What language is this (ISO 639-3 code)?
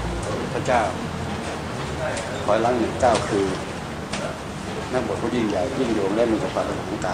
tha